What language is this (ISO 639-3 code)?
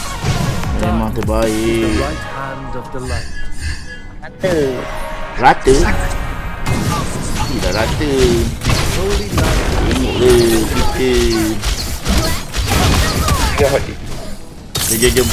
msa